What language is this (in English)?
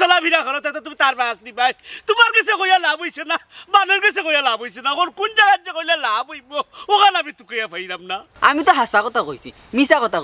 Sylheti